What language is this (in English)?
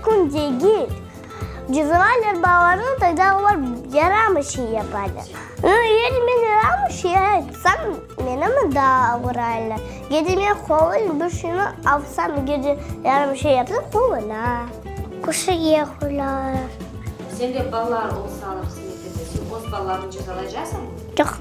Crimean Tatar